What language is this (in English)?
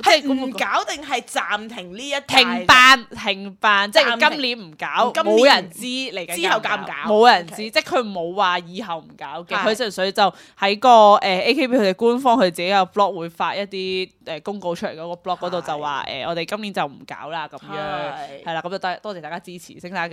Cantonese